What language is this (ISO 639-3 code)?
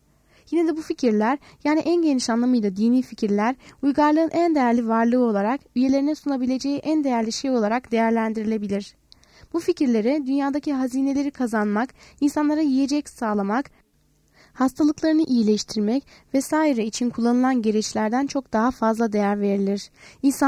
tur